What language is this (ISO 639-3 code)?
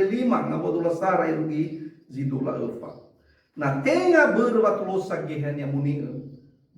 nia